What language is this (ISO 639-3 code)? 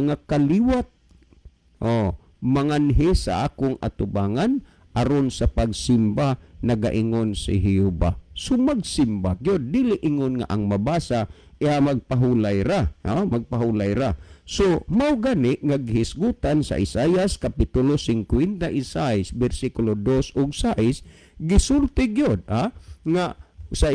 ceb